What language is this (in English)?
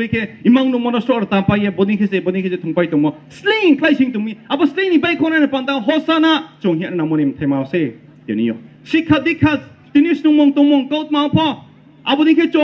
Riang (India)